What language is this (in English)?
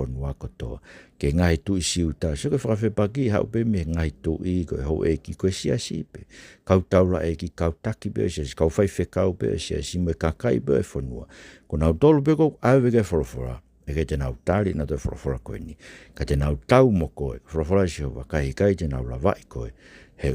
Tongan